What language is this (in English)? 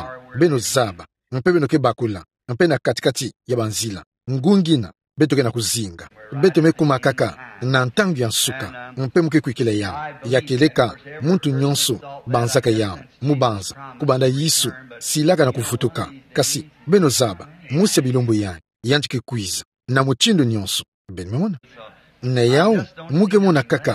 Kituba (Democratic Republic of Congo)